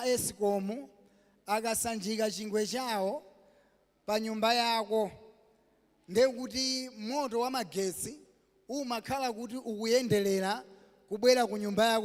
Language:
Nyanja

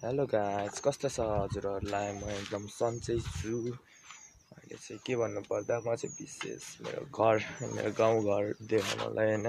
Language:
Nepali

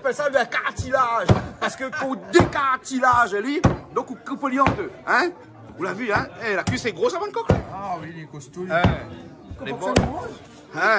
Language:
Réunion Creole French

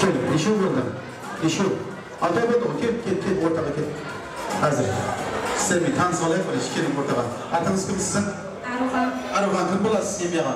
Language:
Kara-Kalpak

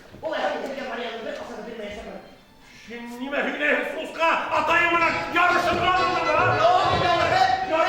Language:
Bashkir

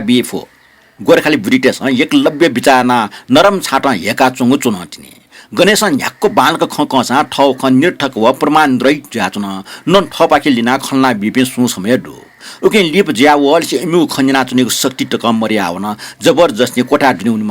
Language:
Newari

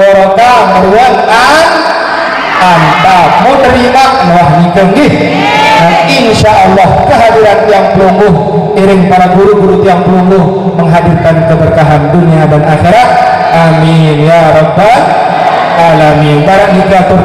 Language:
Sasak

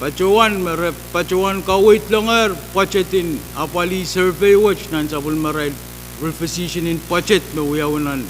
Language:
Pohnpeian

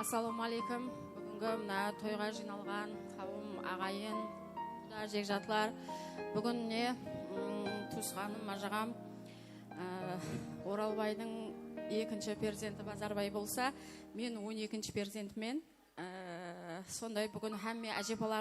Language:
Kara-Kalpak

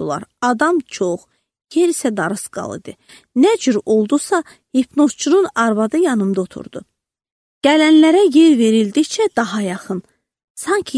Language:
Azerbaijani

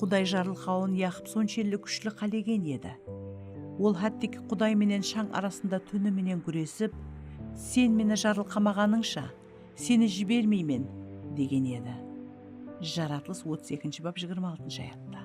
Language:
Kara-Kalpak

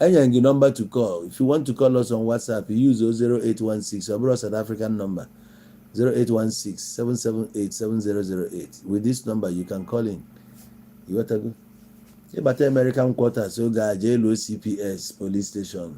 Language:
Igbo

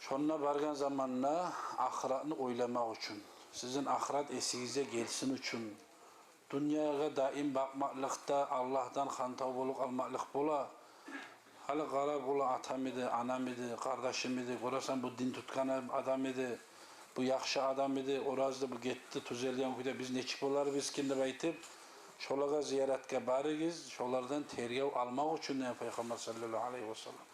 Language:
Kumyk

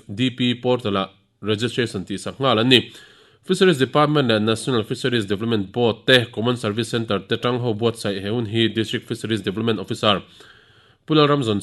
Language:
Mizo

